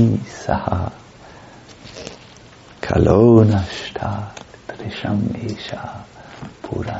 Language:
German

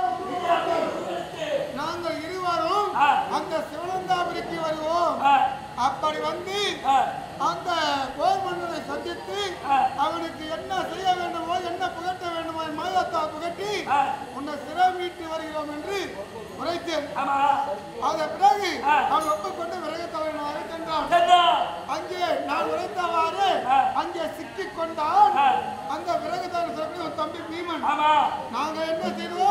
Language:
Tamil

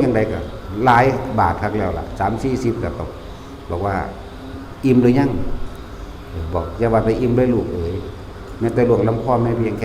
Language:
Lao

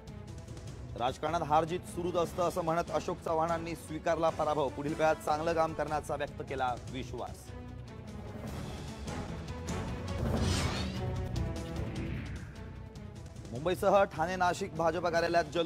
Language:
Marathi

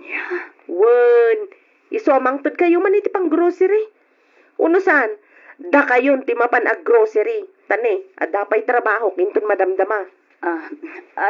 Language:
Iloko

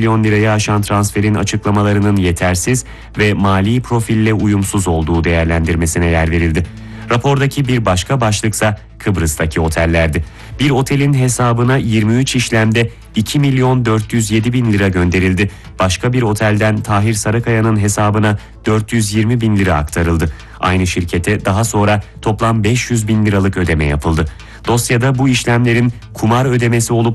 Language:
Turkish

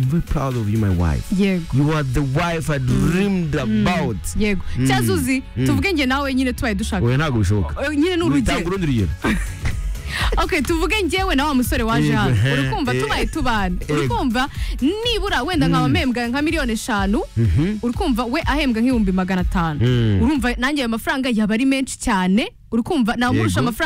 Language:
Kinyarwanda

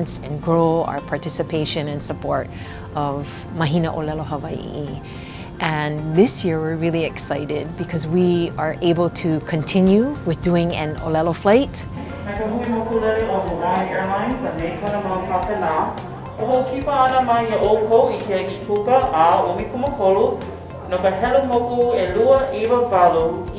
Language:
Hawaiian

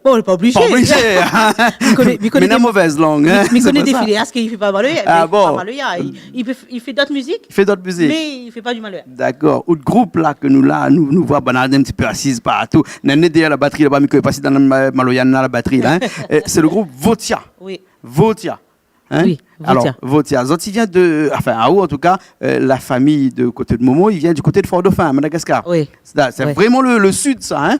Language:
Réunion Creole French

